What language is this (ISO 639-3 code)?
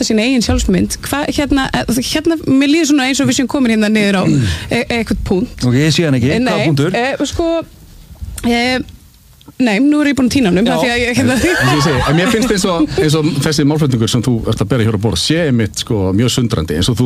isl